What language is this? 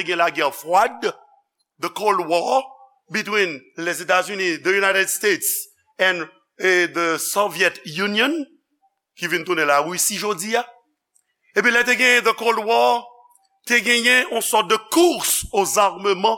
Haitian Creole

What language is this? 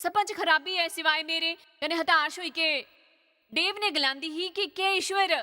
Dogri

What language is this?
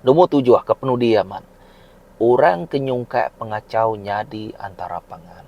Iban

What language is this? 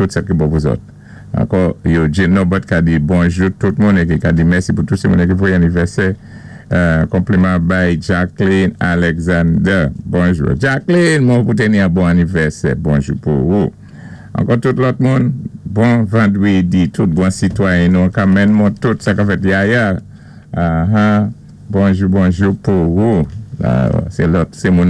Saint Lucian Creole French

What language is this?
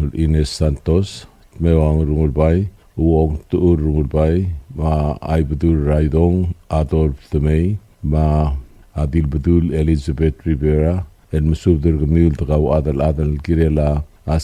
Palauan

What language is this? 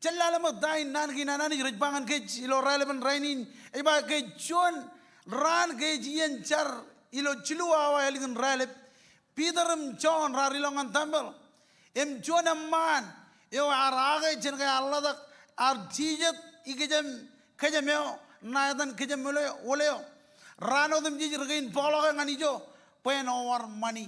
Marshallese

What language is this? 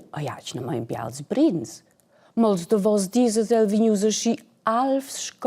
Romansh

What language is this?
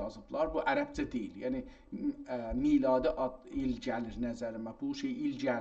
South Azerbaijani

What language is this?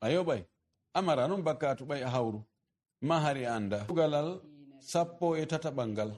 Fula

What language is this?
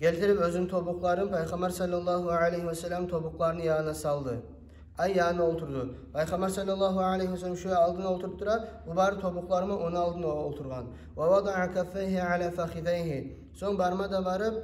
Kumyk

